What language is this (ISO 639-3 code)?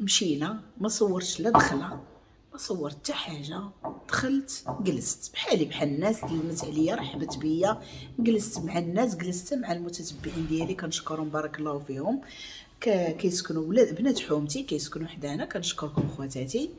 ary